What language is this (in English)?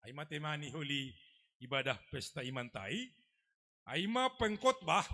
Batak Simalungun